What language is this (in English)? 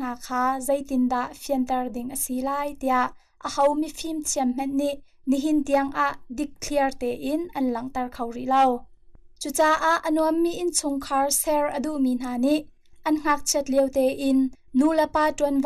Hakha Chin